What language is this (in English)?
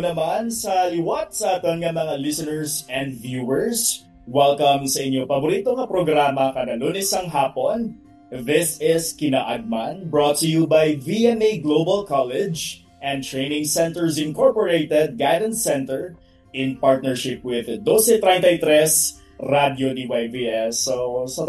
Hiligaynon